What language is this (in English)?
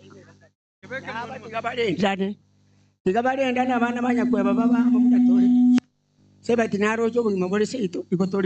Gusii